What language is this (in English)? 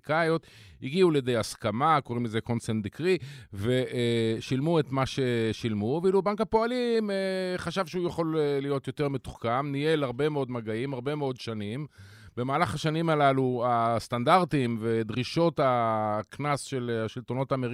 Hebrew